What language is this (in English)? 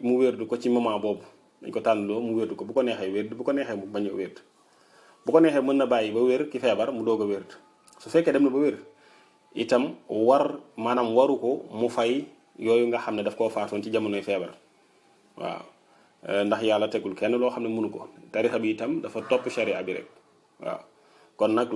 Wolof